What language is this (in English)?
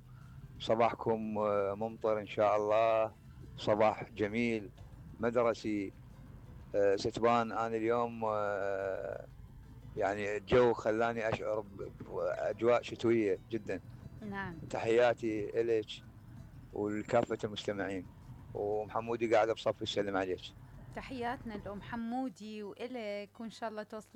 Mesopotamian Arabic